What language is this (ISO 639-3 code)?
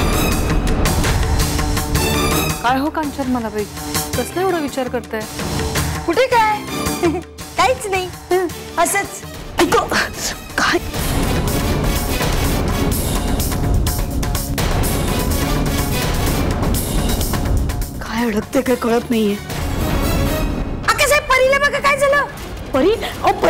mar